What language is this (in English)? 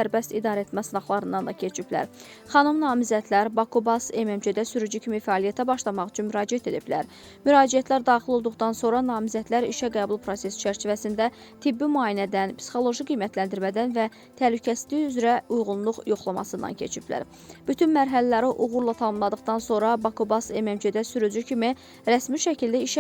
Azerbaijani